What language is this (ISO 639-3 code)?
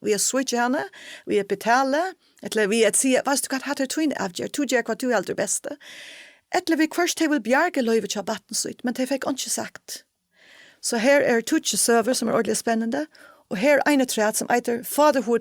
fao